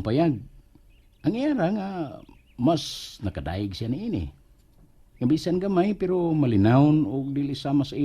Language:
Cebuano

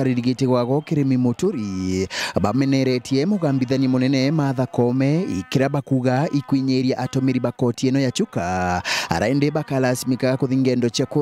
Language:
Meru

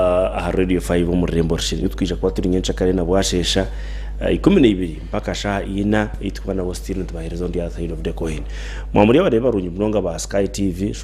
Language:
Nyankole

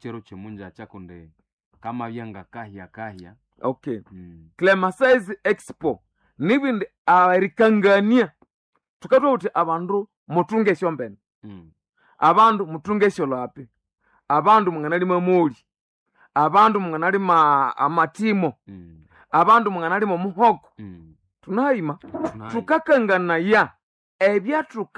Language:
Nande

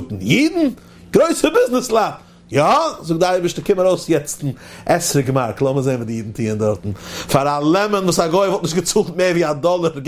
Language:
Yiddish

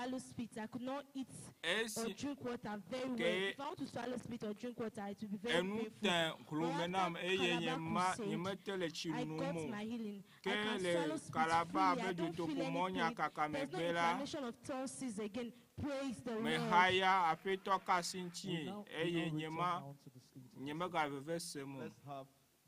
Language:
Ewe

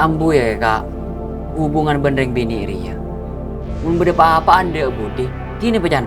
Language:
Madurese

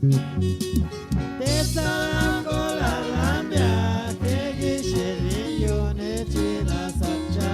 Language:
Chuj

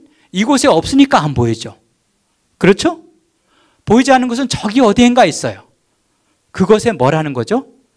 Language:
Korean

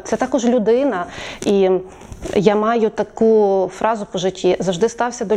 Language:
Ukrainian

